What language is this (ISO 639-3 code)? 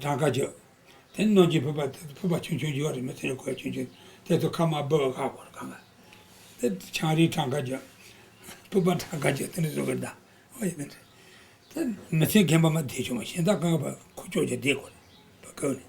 bod